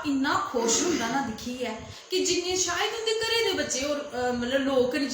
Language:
Dogri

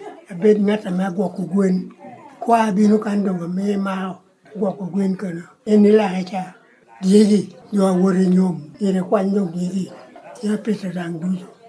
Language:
Lango (Uganda)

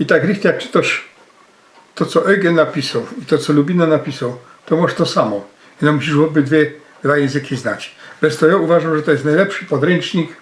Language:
Silesian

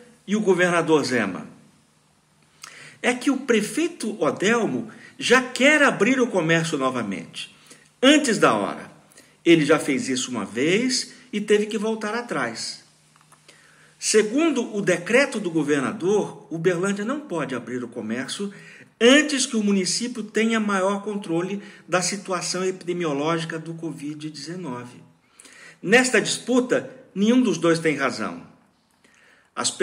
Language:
Portuguese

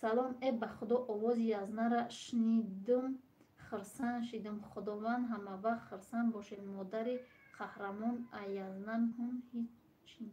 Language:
Tajik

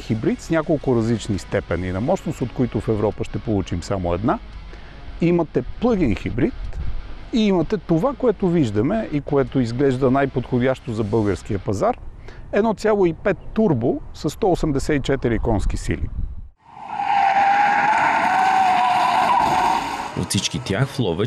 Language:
Bulgarian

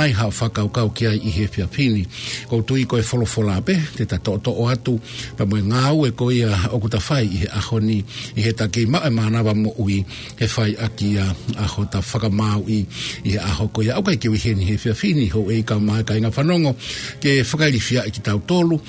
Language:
Tongan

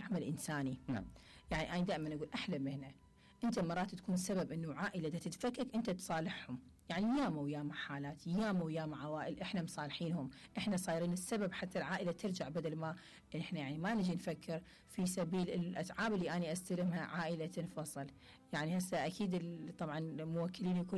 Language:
Mesopotamian Arabic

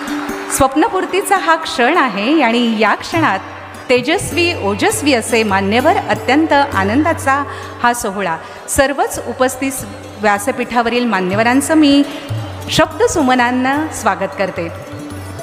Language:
Marathi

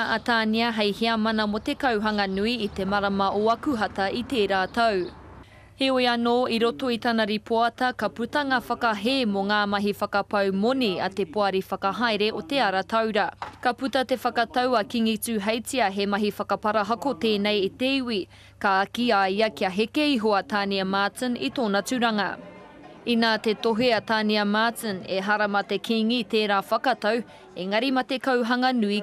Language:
Māori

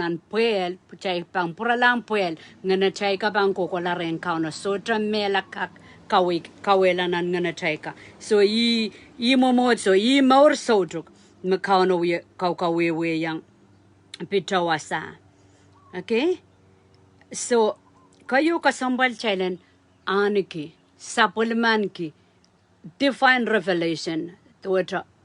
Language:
Pohnpeian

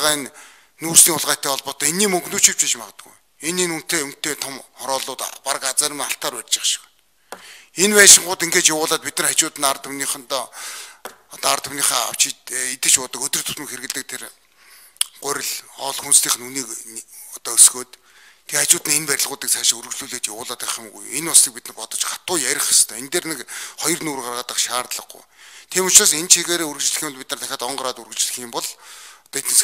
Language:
Mongolian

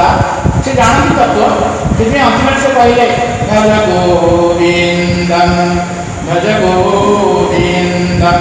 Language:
Odia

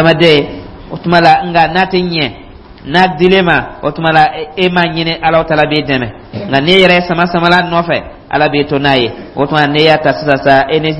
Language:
Dyula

